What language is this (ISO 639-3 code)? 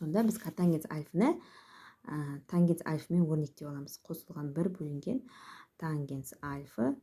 kaz